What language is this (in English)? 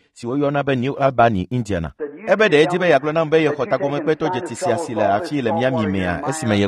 Ewe